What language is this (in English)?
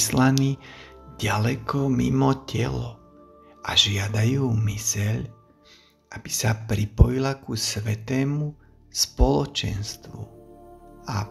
Slovak